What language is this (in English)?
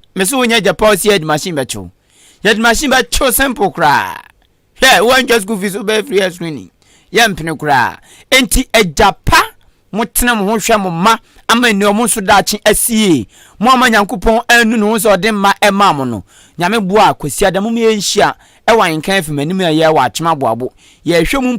Akan